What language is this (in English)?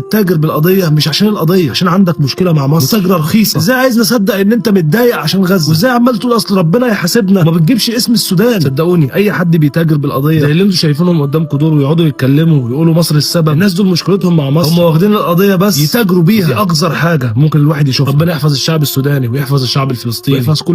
Egyptian Arabic